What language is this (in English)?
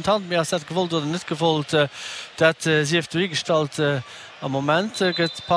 Luxembourgish